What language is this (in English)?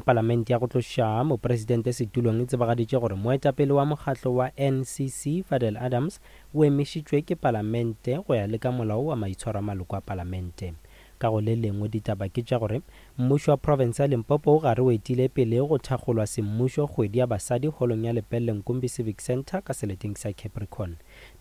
Northern Sotho